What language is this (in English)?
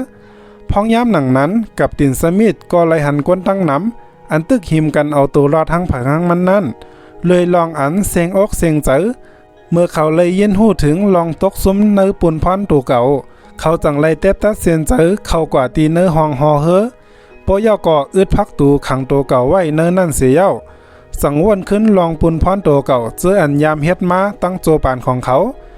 Shan